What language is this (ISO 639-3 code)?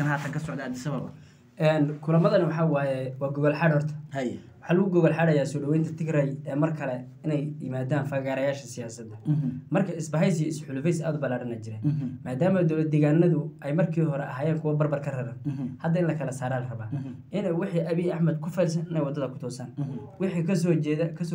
som